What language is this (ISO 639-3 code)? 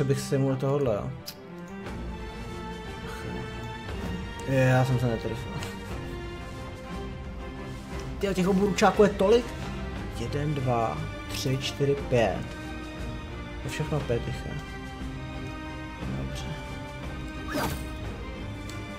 ces